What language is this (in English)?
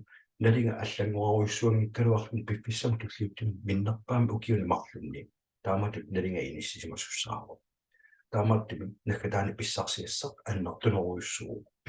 Kalaallisut